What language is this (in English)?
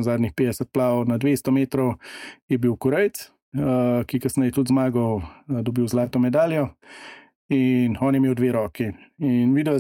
Slovenian